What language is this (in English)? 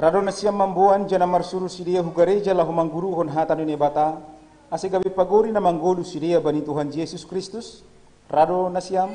Batak Simalungun